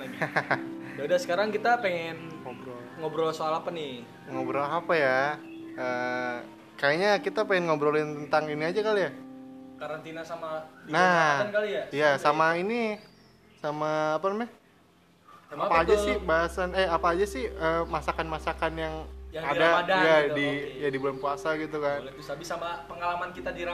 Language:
Indonesian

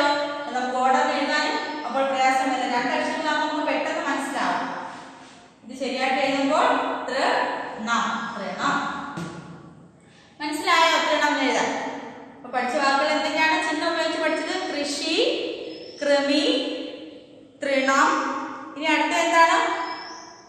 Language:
Malayalam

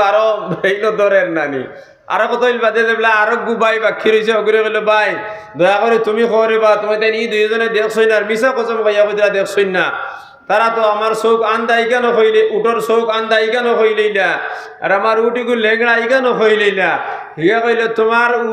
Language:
Sylheti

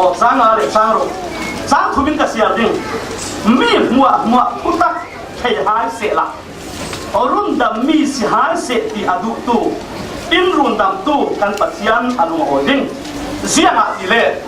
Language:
Falam Chin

